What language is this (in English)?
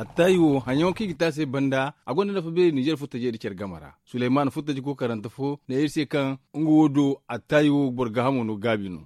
Zarma